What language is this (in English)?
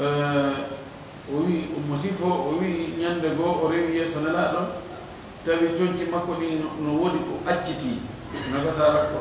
Fula